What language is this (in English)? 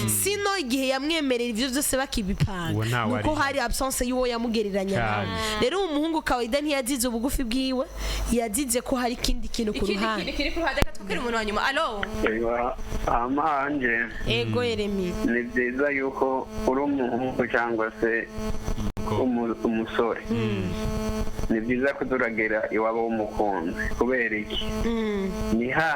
Rundi